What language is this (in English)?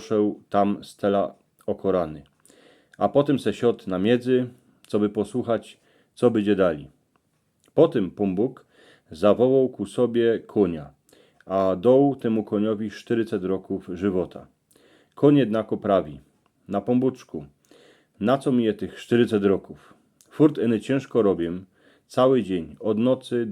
Silesian